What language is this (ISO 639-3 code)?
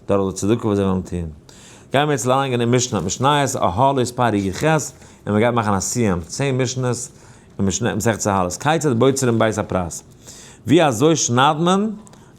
yid